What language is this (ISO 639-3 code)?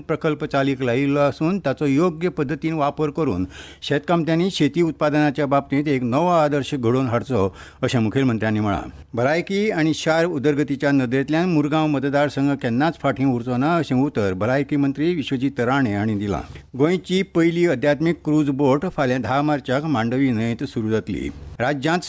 kok